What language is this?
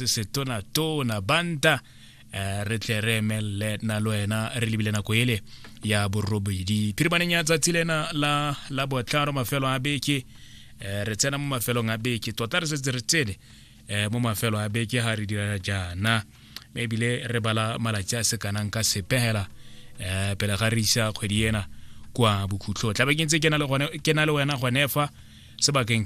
Tswana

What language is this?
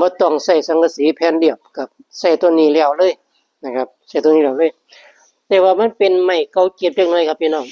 Northeastern Thai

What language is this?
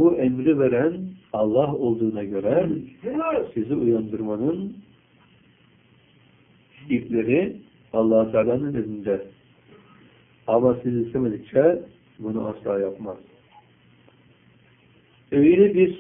Turkish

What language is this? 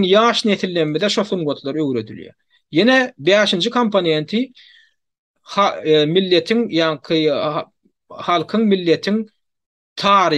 Turkmen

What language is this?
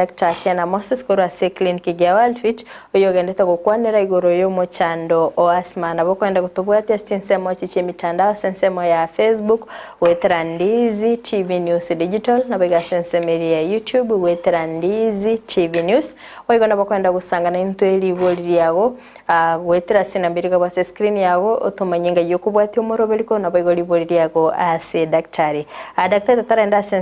Gusii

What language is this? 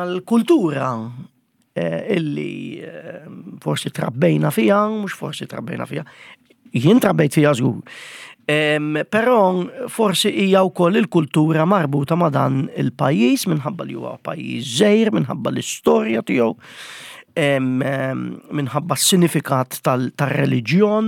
Maltese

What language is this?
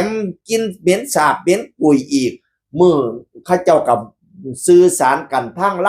Northeastern Thai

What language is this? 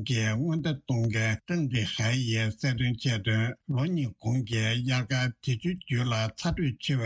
Tibetan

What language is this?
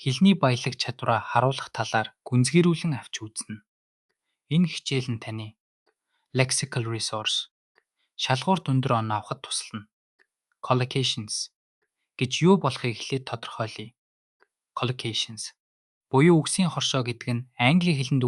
Mongolian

